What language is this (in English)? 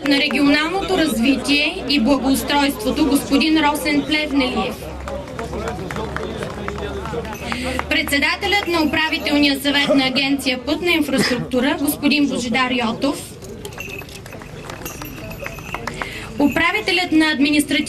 Bulgarian